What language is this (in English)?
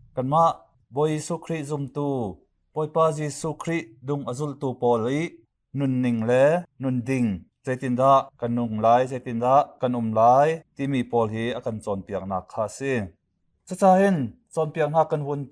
Hakha Chin